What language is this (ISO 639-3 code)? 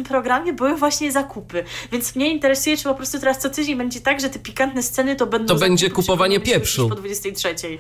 pol